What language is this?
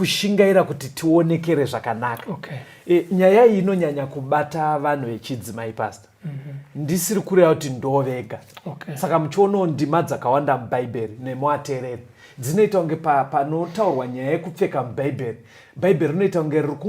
Shona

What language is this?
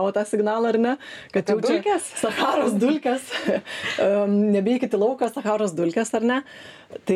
Lithuanian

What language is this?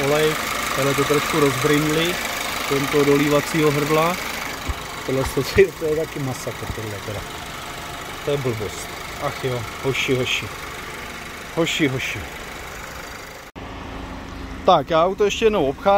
Czech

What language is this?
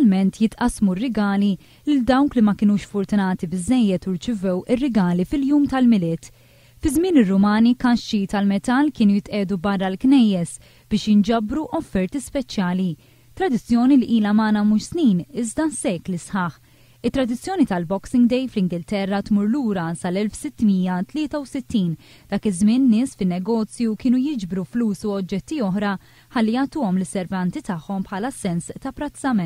Maltese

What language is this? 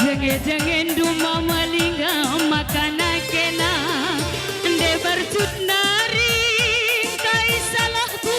Batak Karo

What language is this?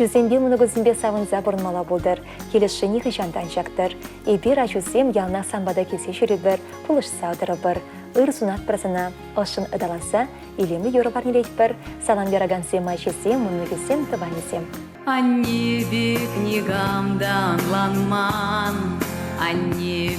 Chuvash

